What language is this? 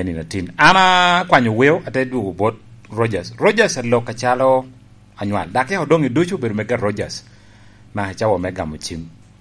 Lango (Uganda)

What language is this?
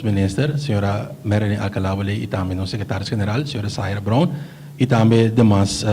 Papiamento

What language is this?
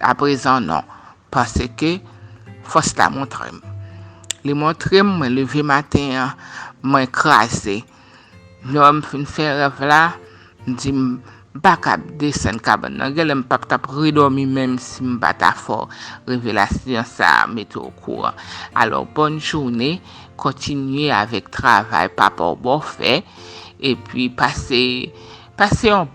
Haitian Creole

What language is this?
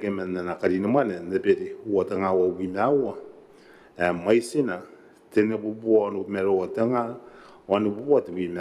Gilbertese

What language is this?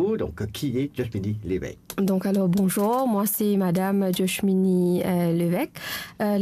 Morisyen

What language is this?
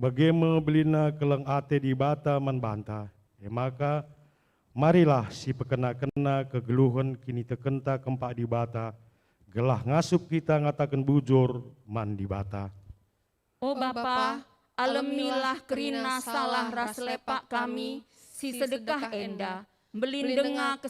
Batak Karo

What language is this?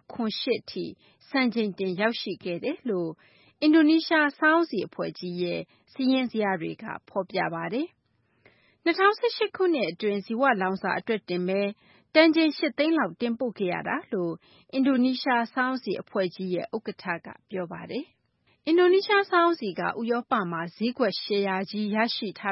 Burmese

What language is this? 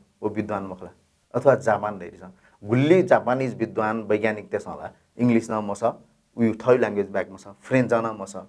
Newari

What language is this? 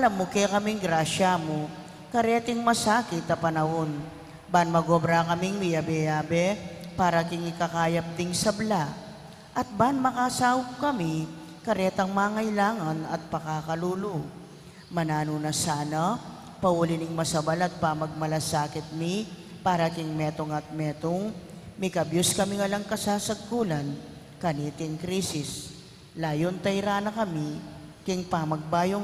Pampanga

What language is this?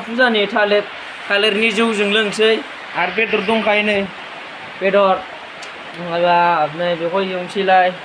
Bodo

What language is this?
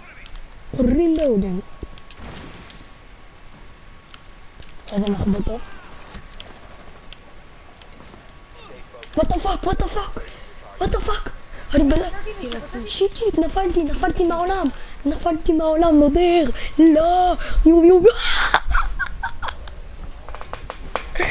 Hebrew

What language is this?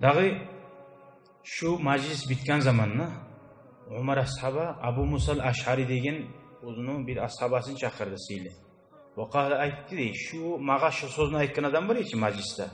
Kumyk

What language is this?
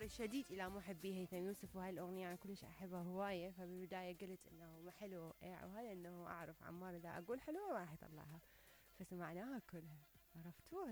Mesopotamian Arabic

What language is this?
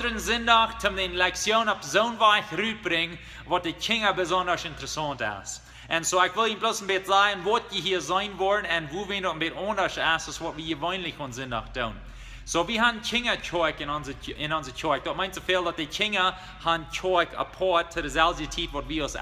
Plautdietsch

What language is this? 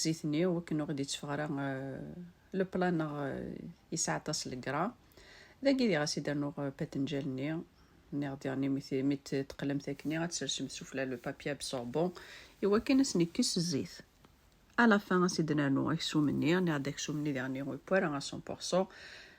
Kabyle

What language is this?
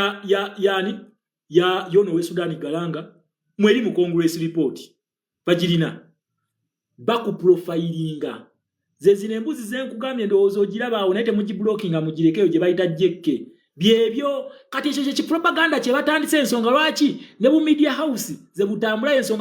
Ganda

